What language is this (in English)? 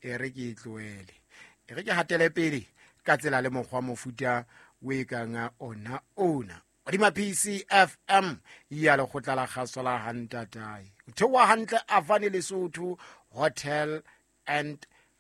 Southern Sotho